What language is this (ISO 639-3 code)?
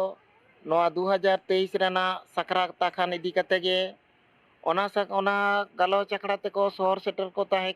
sat